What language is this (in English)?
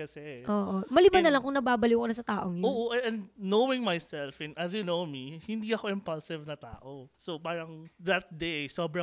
Filipino